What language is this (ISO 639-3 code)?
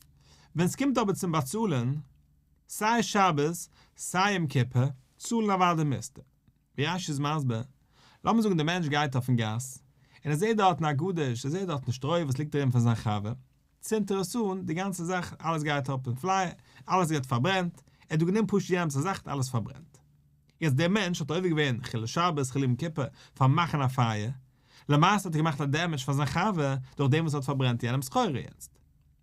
yid